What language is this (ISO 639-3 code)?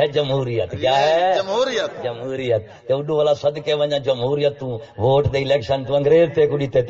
skr